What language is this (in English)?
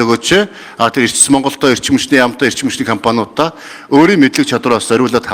Mongolian